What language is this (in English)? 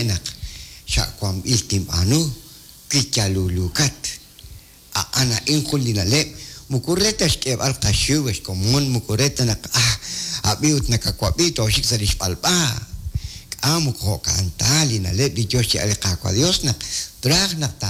Kekchí